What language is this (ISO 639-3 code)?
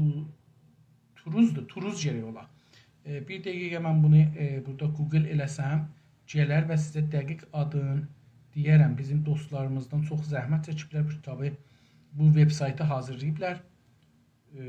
azb